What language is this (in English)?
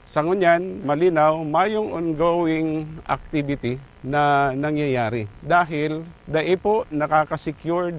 Bikol